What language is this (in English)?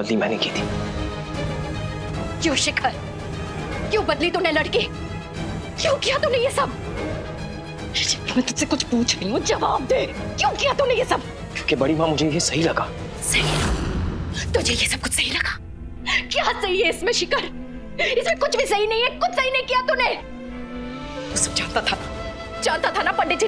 Hindi